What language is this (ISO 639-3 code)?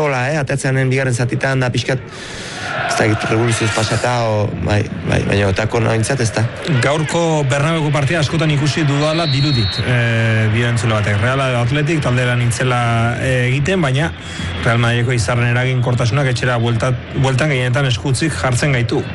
eus